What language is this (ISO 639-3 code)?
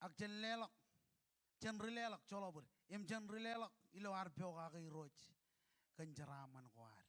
mah